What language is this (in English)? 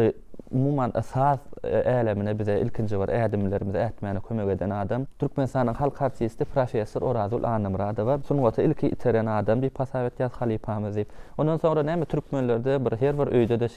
Turkmen